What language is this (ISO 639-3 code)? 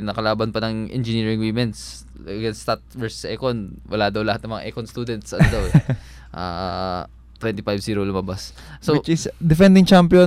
fil